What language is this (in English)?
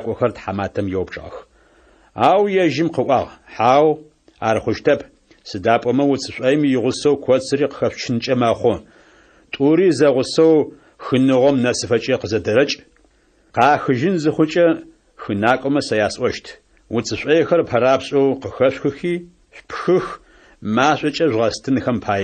Adyghe